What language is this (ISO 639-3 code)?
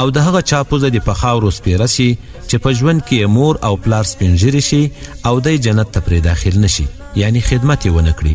pus